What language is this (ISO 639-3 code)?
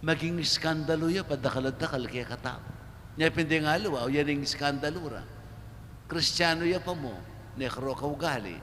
pam